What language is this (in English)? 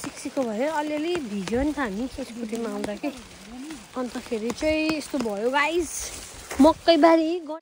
Nepali